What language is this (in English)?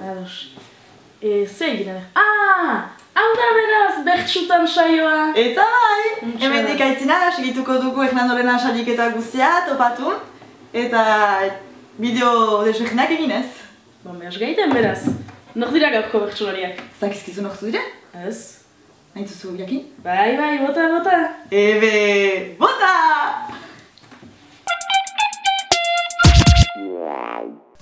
Basque